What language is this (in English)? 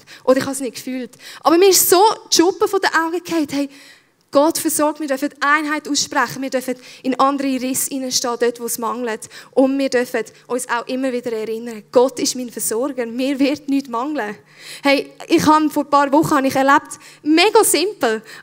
Swiss German